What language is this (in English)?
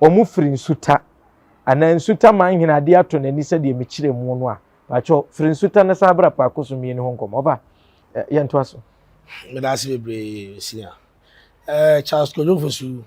Akan